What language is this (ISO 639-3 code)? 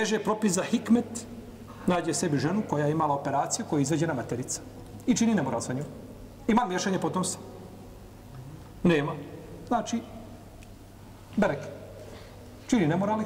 bos